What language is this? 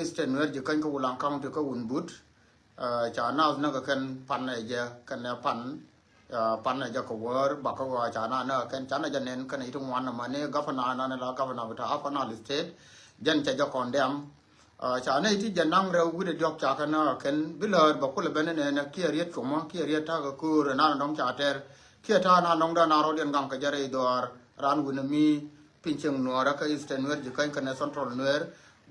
Nuer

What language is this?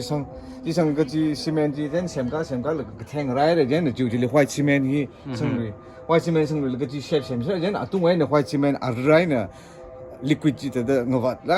Tangkhul Naga (India)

